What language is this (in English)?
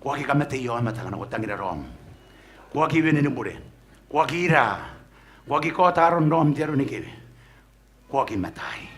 Gilbertese